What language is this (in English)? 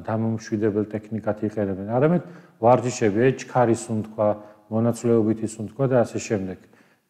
Georgian